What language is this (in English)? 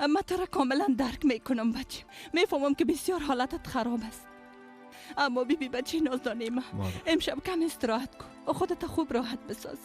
Persian